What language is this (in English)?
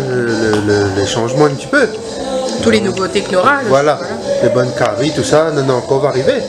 Réunion Creole French